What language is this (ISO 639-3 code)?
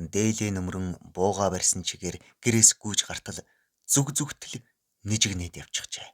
mon